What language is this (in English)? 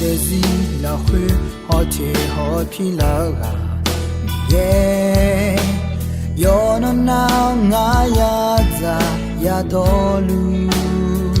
Akha